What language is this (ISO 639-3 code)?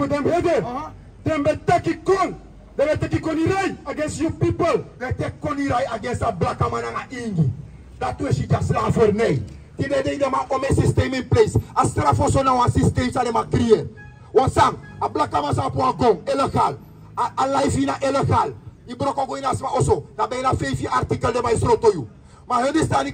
srn